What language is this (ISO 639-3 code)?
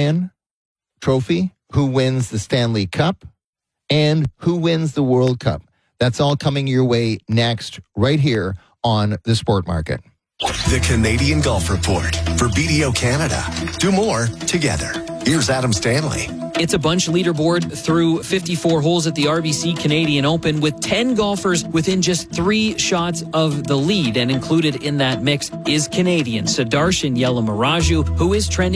eng